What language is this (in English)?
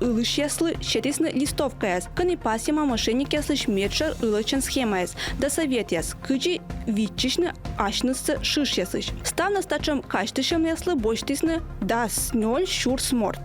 Komi